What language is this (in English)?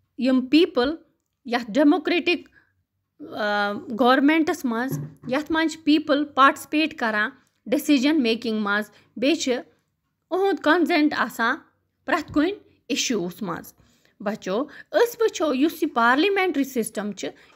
Kashmiri